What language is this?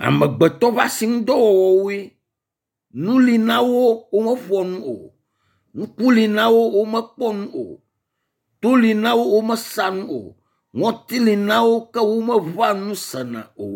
Ewe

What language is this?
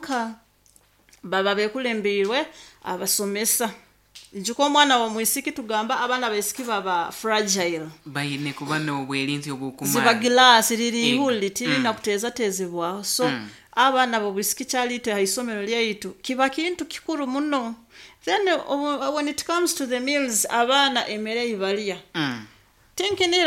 Nyoro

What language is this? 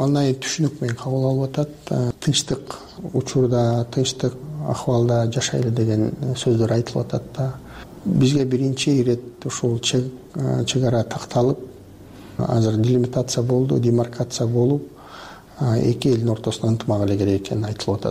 Kyrgyz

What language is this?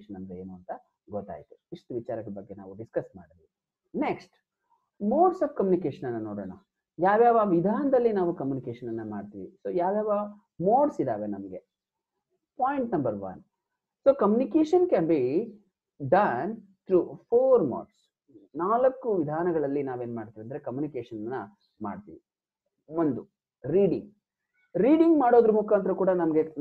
Kannada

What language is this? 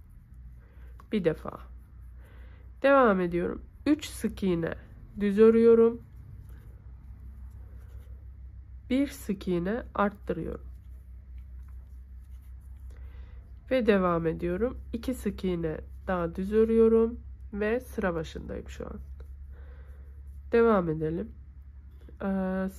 Turkish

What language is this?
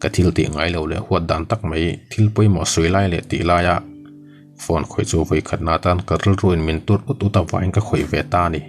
Mizo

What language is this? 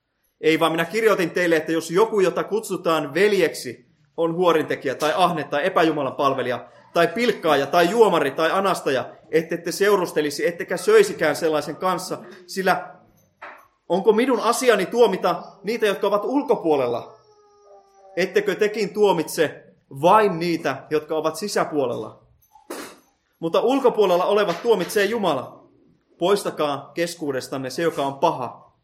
Finnish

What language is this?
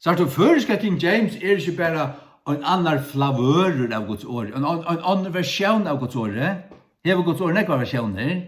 Faroese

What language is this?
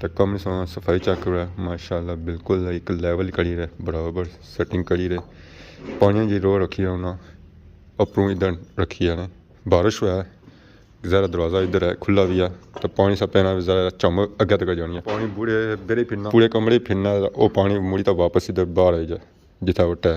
Pahari-Potwari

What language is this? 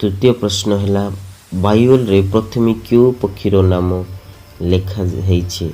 Odia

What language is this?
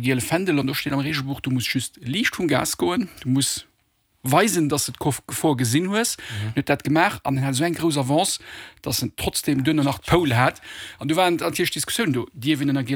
Luxembourgish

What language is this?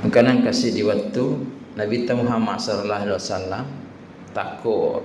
Buginese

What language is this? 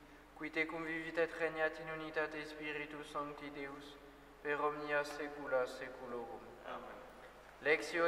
Latin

